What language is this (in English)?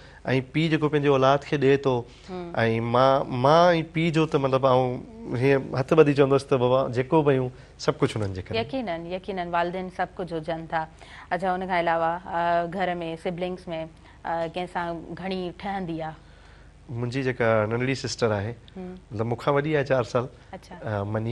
Sindhi